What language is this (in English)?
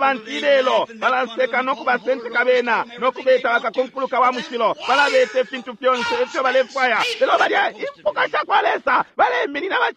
Bemba